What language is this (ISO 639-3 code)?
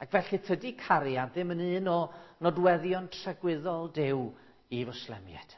cym